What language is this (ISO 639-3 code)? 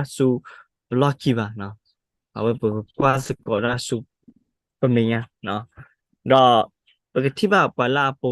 ksw